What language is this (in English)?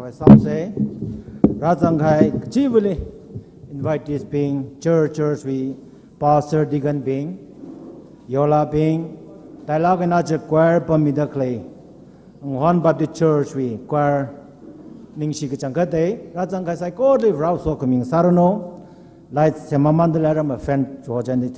Tangkhul Naga (India)